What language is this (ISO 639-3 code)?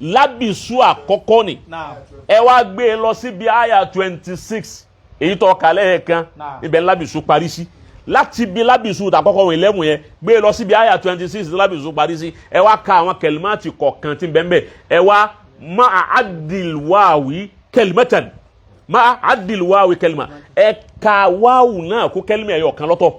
yor